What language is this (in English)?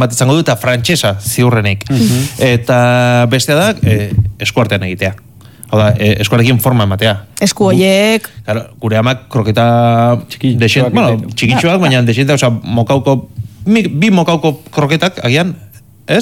Basque